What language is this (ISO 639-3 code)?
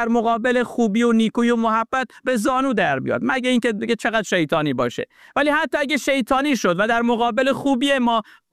fas